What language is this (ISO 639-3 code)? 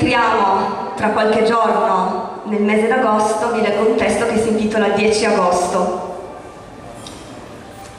ita